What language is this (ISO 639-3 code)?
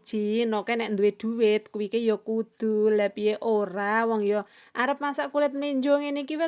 jav